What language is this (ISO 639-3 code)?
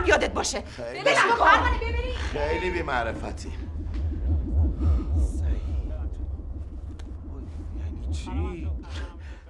fas